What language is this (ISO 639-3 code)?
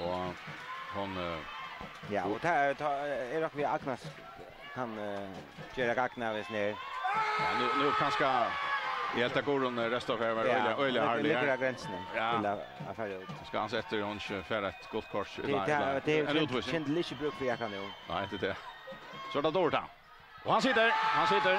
fao